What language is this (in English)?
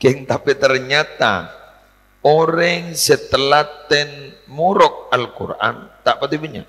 Madurese